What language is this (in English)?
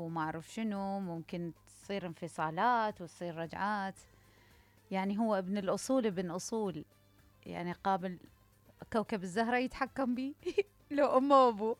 Mesopotamian Arabic